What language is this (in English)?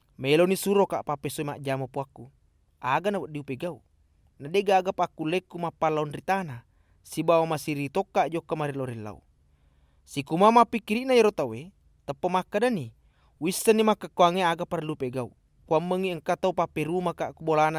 Buginese